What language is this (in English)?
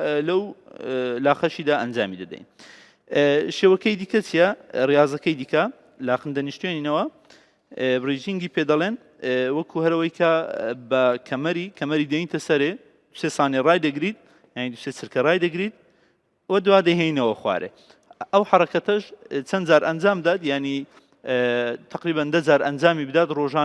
Central Kurdish